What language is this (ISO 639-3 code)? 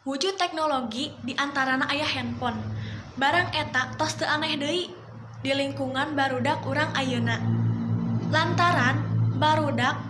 sun